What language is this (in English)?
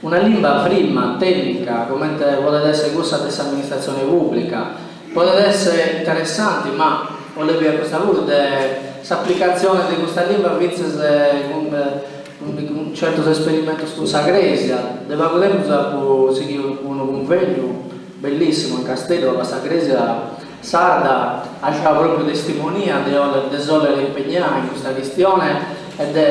Sardinian